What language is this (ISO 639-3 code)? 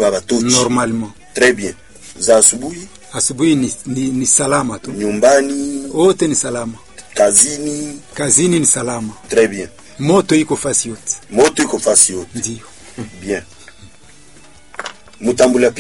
swa